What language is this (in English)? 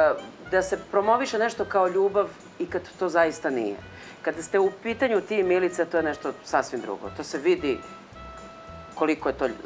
Serbian